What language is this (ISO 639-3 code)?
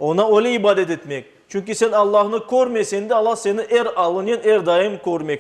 crh